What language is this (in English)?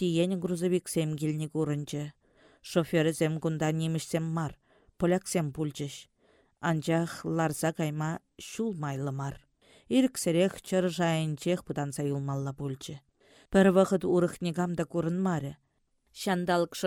Chuvash